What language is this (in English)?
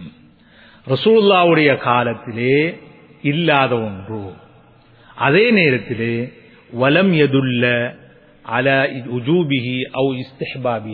Tamil